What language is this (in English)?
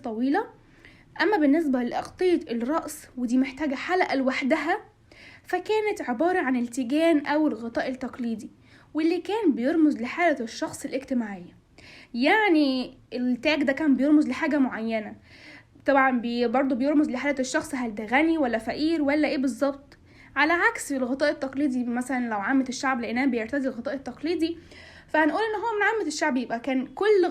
Egyptian Arabic